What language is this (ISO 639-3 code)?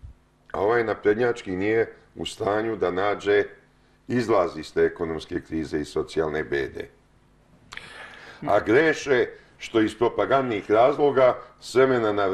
srp